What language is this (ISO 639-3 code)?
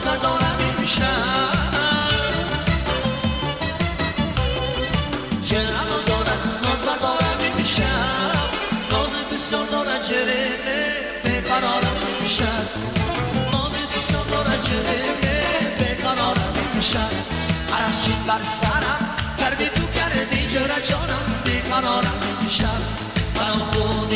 fas